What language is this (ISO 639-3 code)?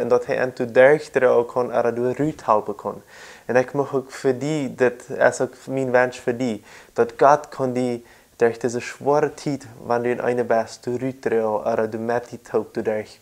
pdt